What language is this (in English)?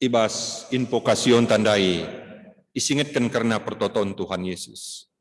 Batak Karo